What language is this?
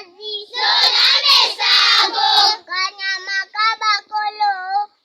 Lega-Shabunda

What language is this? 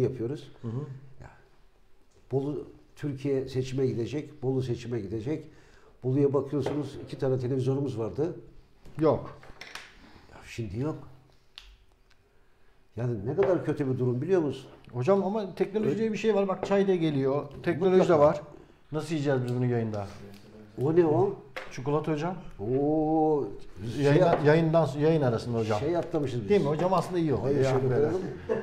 Turkish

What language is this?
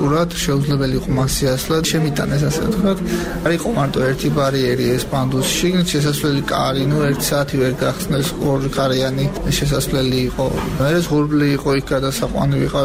Georgian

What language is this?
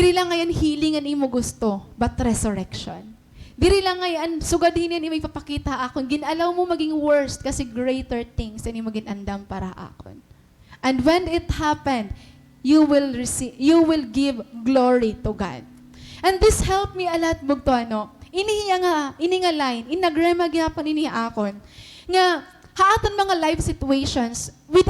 Waray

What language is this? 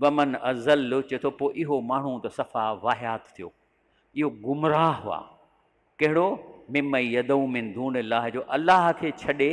Sindhi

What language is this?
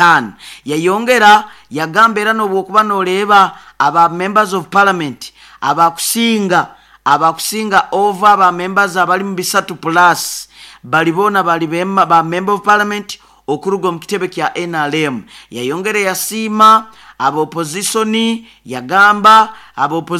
Nyoro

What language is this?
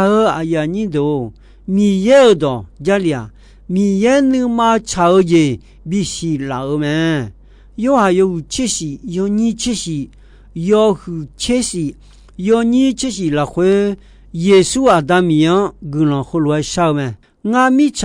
Akha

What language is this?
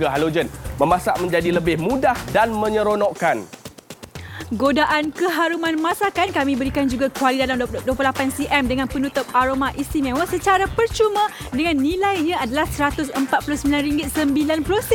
Malay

